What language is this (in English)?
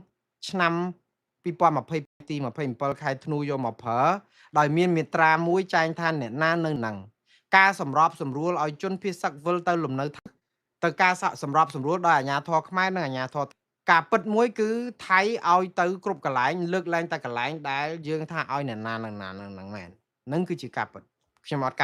Khmer